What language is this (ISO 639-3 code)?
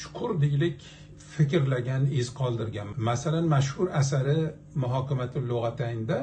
uzb